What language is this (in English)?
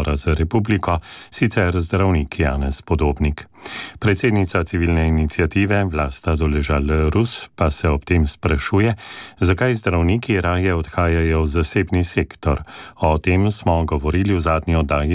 Slovenian